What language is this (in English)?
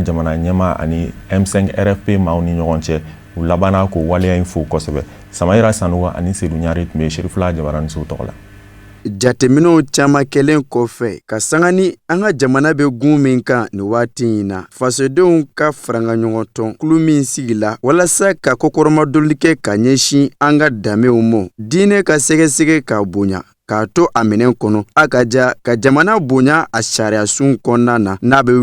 Bambara